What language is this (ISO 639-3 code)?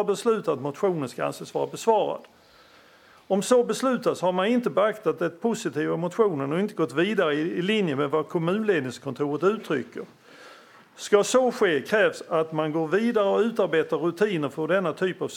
swe